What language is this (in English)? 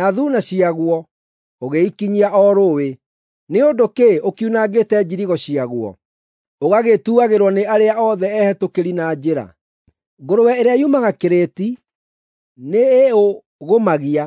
Kikuyu